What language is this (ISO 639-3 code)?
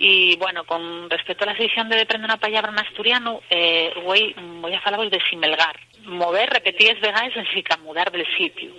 ast